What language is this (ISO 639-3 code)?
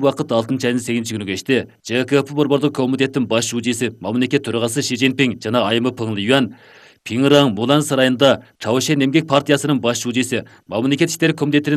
kir